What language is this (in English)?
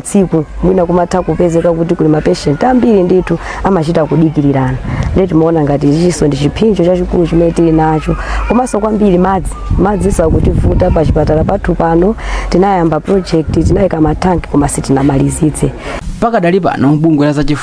Nyanja